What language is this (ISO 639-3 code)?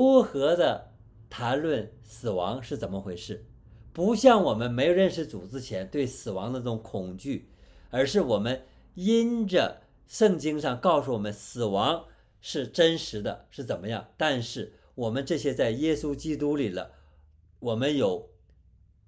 zho